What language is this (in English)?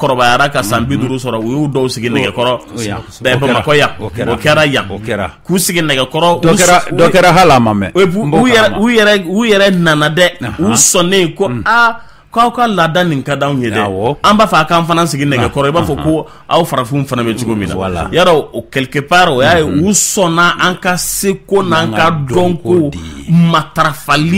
Bambara